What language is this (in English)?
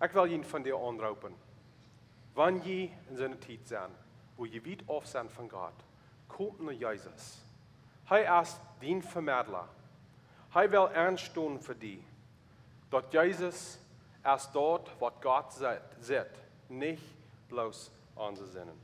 Plautdietsch